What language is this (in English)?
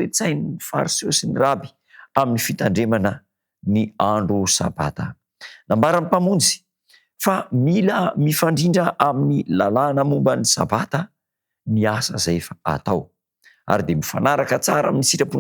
Malagasy